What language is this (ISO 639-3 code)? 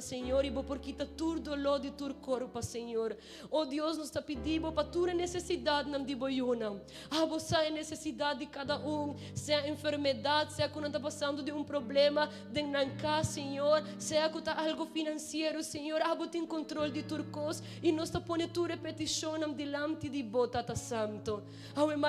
pap